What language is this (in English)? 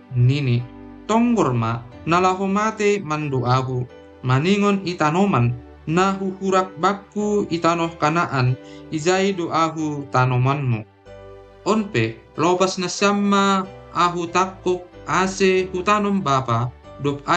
Batak Simalungun